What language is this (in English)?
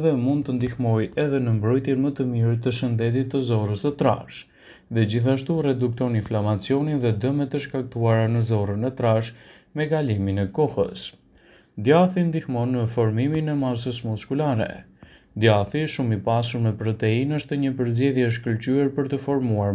Albanian